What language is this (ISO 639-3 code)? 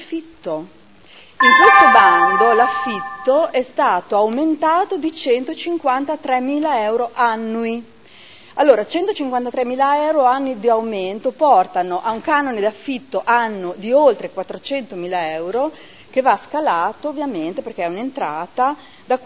ita